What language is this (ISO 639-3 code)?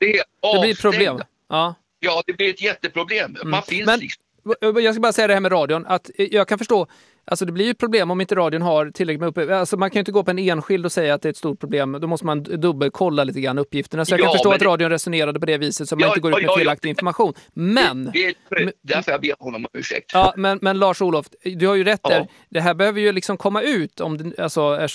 swe